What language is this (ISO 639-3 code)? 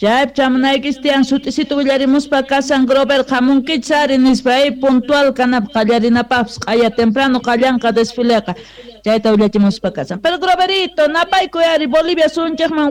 que